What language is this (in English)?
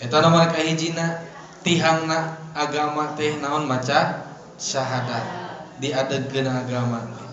Sundanese